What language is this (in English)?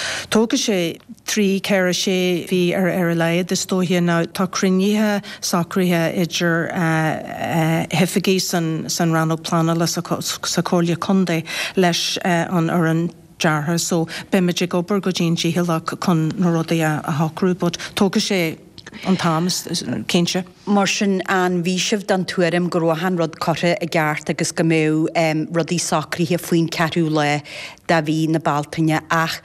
Irish